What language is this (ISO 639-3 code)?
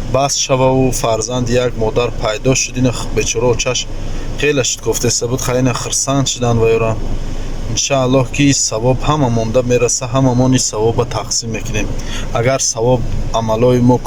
tgk